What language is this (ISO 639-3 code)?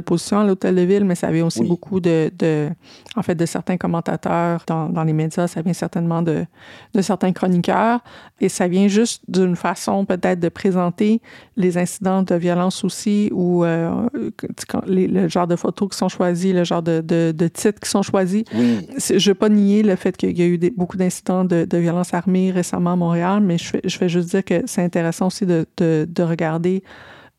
fra